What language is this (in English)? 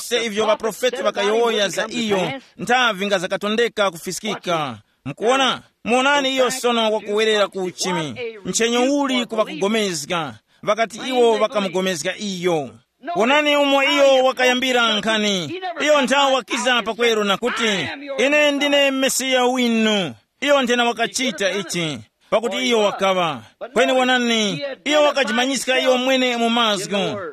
Tumbuka